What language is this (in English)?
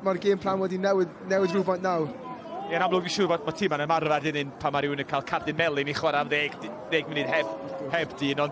Welsh